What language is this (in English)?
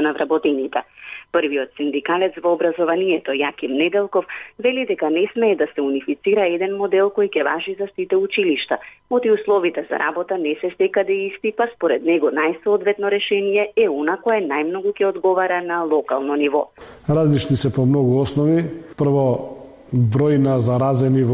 Macedonian